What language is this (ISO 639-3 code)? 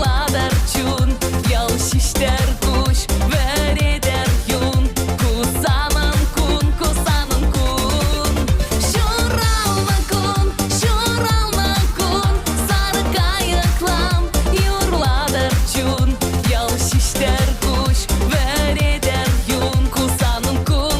chv